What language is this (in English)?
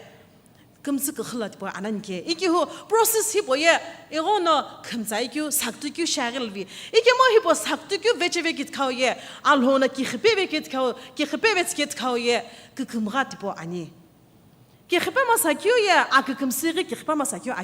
Sumi Naga